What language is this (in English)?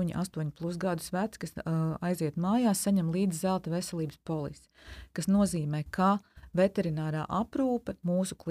Latvian